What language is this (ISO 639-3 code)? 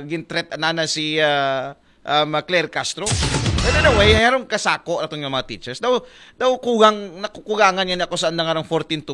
akl